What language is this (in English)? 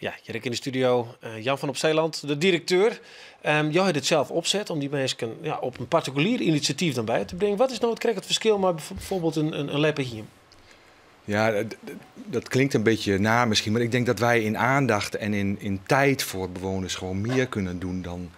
Western Frisian